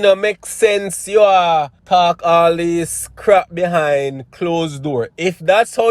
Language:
Jamaican Creole English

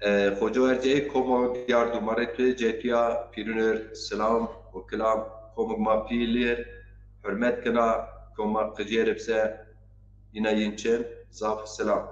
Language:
Zaza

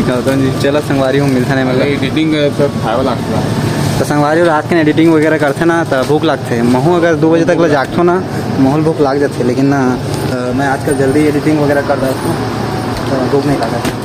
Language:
Chhattisgarhi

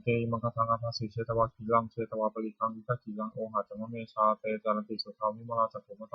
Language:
Pali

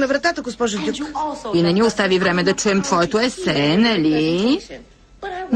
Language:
Bulgarian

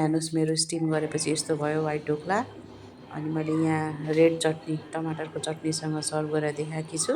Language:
Nepali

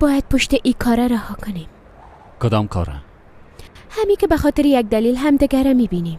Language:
Persian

